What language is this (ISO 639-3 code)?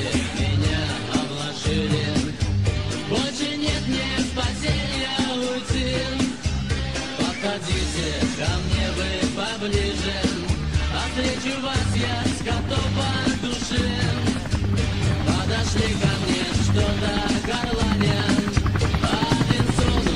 rus